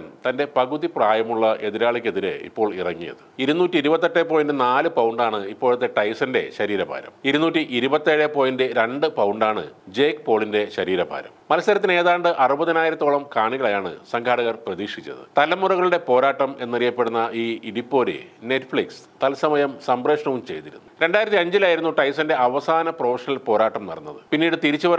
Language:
Malayalam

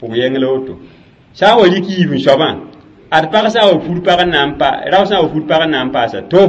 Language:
Mossi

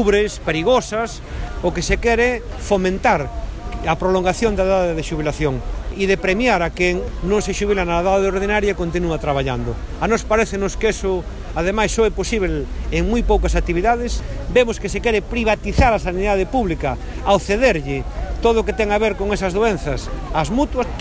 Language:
Galician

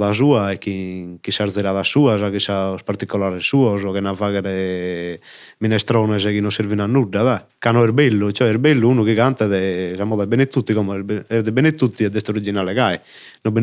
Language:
Sardinian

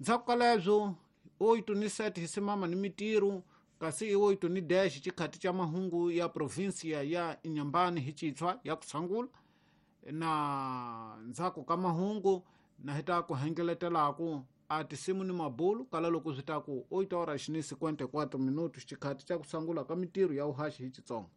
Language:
Tsonga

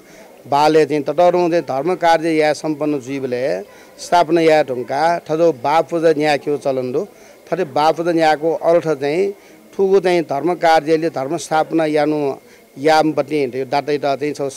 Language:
Newari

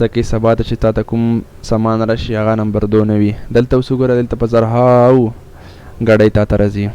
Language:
Pashto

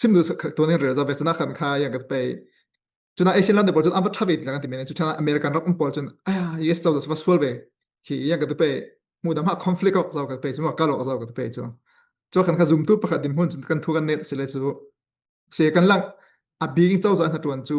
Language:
Falam Chin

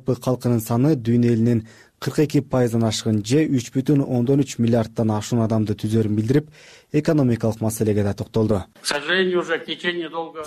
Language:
Kyrgyz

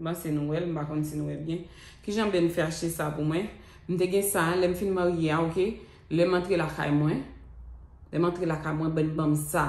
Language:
Haitian Creole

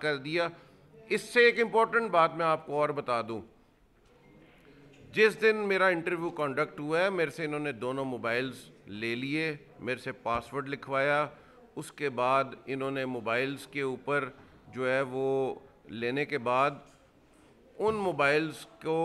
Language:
Urdu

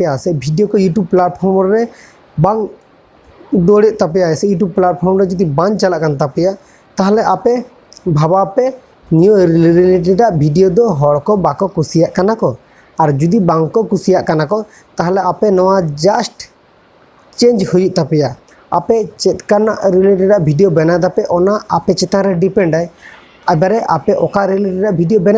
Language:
Santali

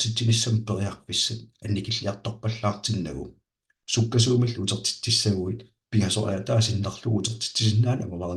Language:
Kalaallisut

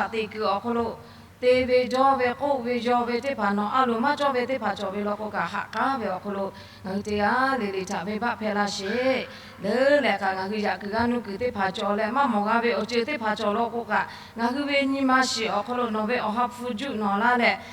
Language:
Lahu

